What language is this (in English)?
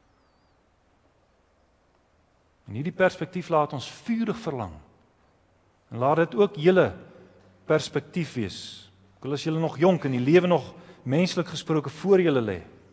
Afrikaans